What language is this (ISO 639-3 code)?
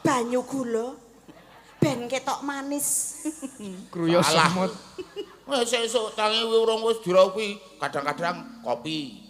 jav